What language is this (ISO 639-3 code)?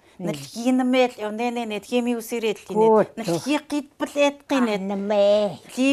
ckt